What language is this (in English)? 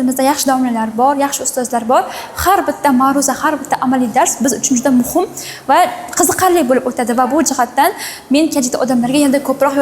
Uzbek